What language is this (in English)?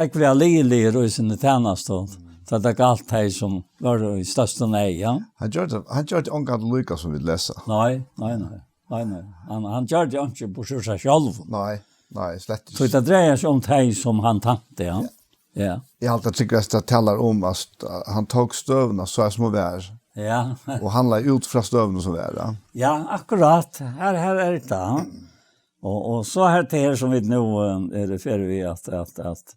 Faroese